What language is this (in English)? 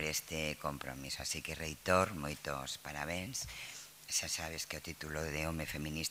Galician